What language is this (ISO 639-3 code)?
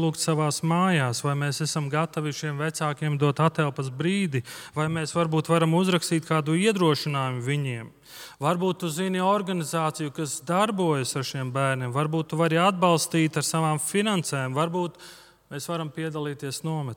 lav